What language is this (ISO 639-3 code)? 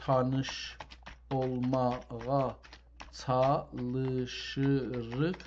azb